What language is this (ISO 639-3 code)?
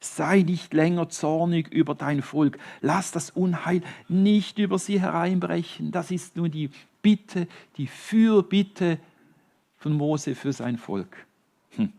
gsw